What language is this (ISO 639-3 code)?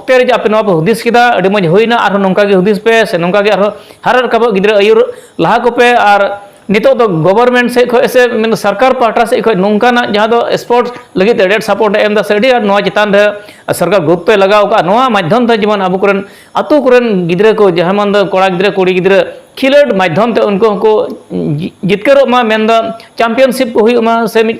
sat